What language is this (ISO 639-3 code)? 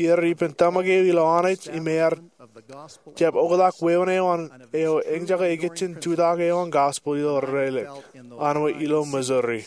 mah